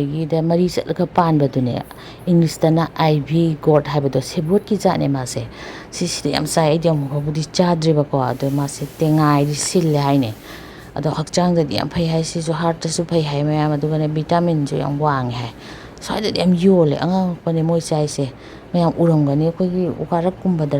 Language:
Manipuri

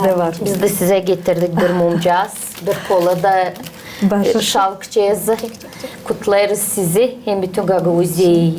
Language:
Gagauz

